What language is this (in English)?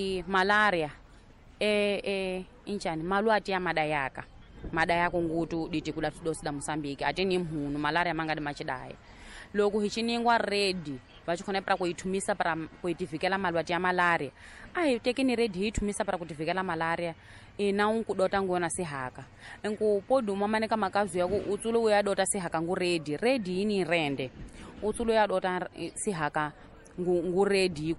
Tsonga